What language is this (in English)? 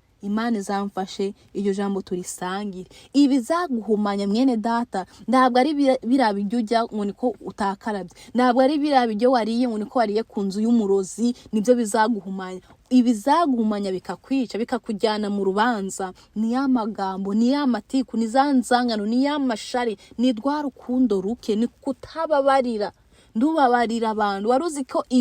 Kinyarwanda